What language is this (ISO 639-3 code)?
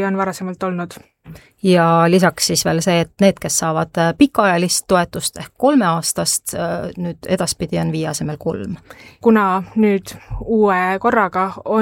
est